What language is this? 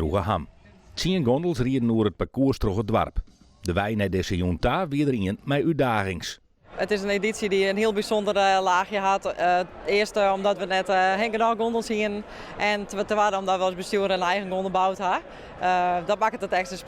Western Frisian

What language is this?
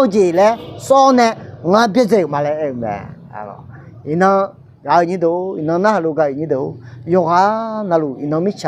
Akha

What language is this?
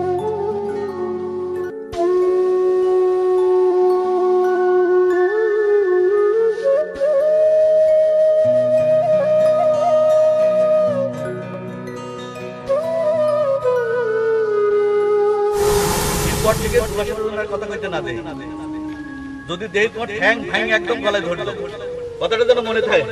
Bangla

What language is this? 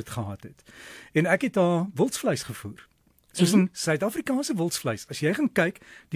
Afrikaans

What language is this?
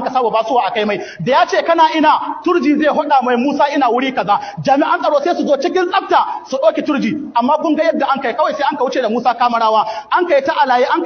Hausa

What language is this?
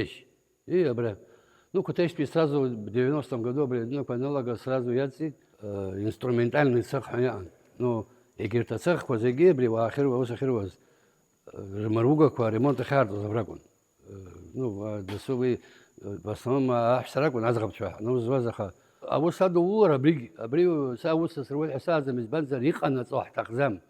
Abkhazian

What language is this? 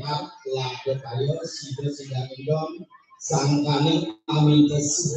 Balinese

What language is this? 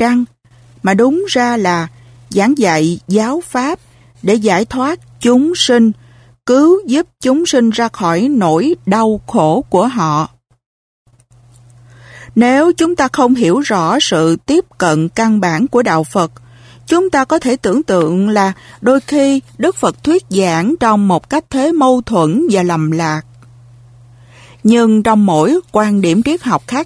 Vietnamese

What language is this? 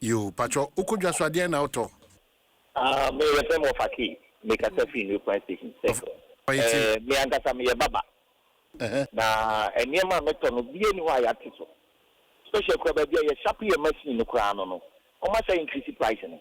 Akan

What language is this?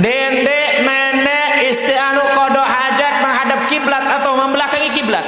Sasak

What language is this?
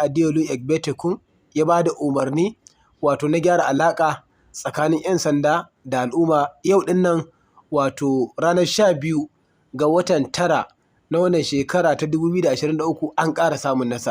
Hausa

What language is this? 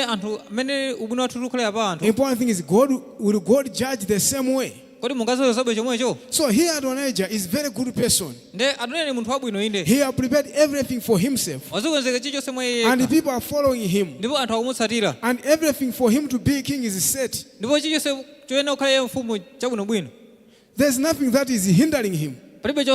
Nyanja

